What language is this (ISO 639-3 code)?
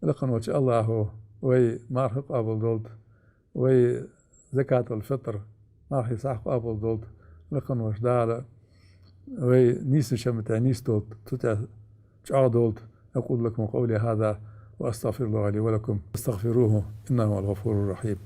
inh